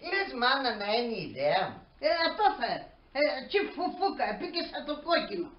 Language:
Pontic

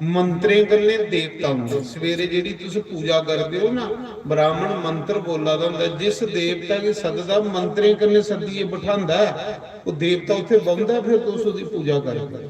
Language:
Dogri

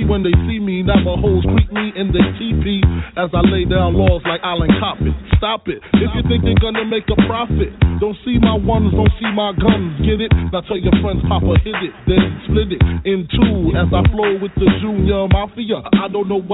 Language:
English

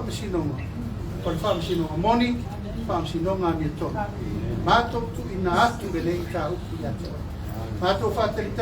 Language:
Samoan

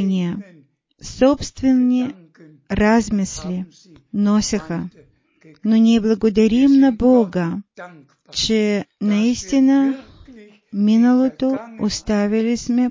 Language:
Bulgarian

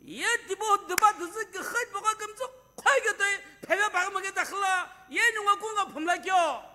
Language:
Sumi Naga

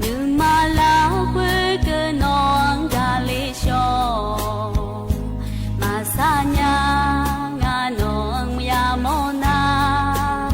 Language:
Akha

